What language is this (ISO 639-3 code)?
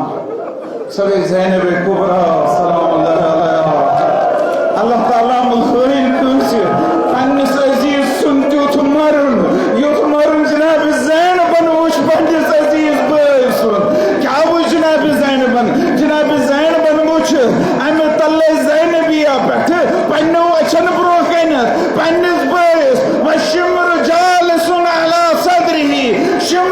kas